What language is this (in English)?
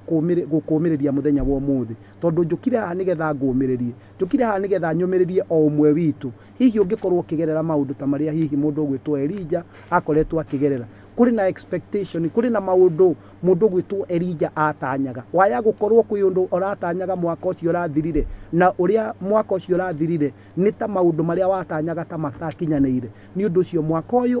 Kikuyu